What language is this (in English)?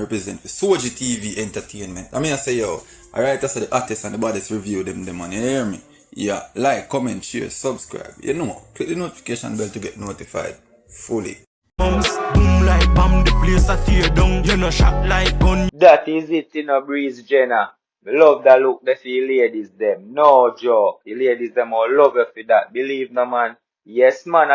Jamaican Creole English